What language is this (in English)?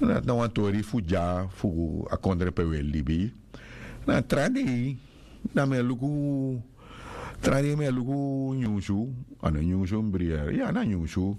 Sranan Tongo